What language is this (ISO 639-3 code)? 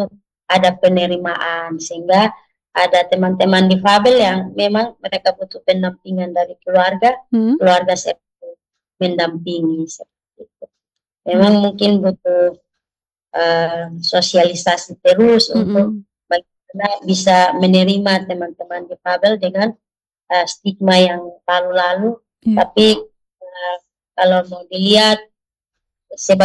ind